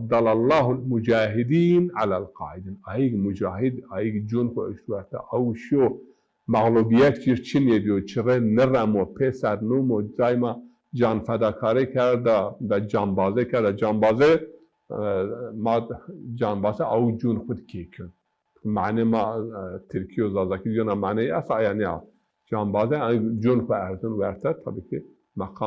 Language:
Zaza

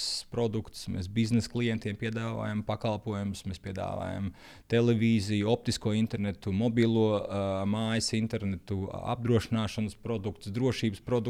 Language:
Latvian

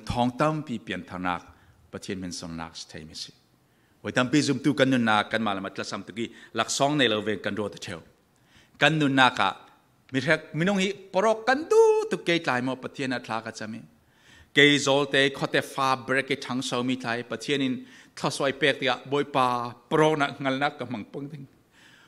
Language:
Falam Chin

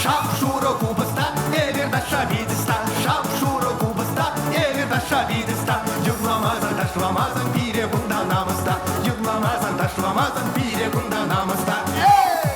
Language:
Chuvash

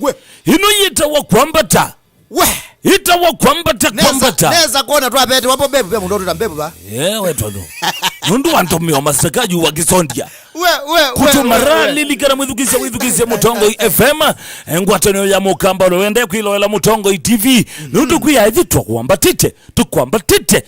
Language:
Kamba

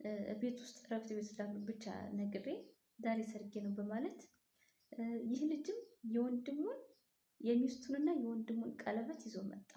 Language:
Amharic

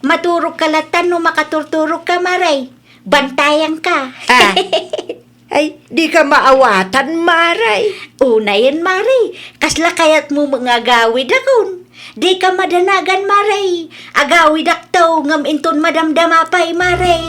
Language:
Iloko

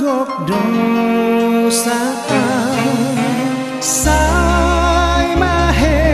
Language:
Batak Toba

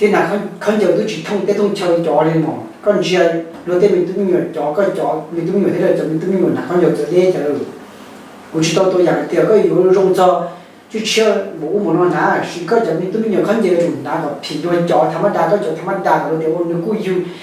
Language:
Hmong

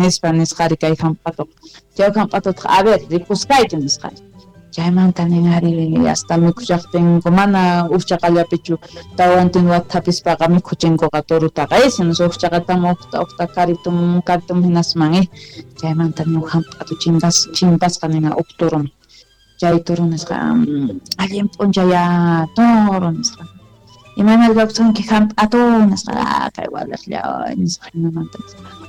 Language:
Quechua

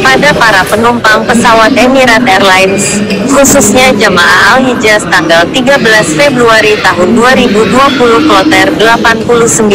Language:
Indonesian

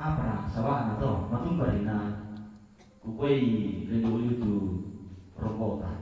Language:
Toraja-Sa'dan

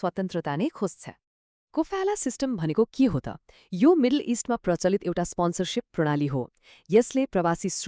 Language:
Nepali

